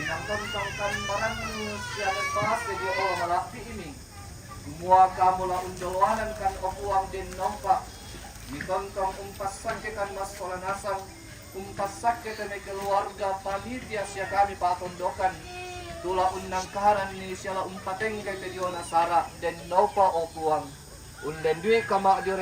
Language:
Toraja-Sa'dan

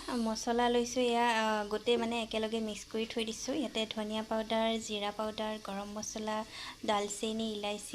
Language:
Assamese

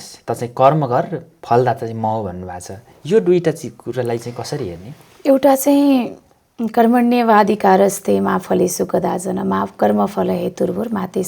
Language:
Nepali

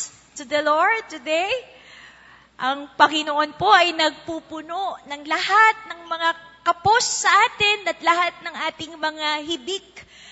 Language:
Filipino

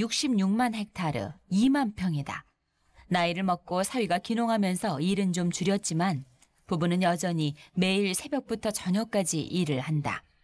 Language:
Korean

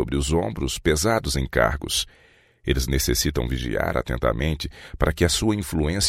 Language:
Portuguese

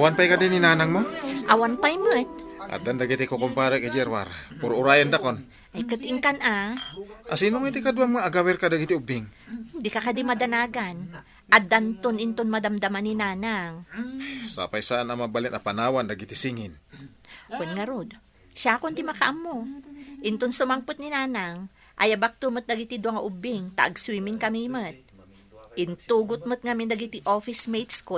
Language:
Iloko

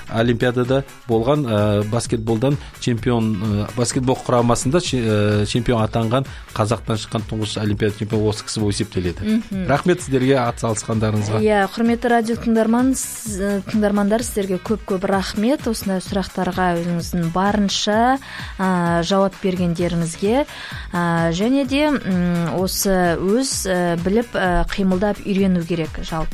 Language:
Kazakh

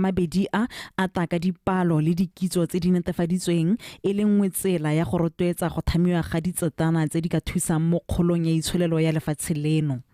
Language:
Tswana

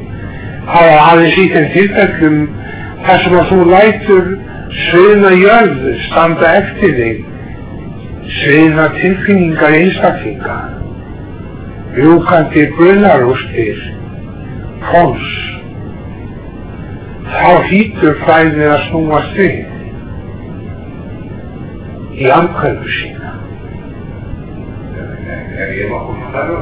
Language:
Icelandic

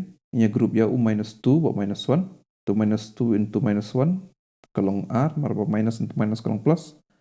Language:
Khasi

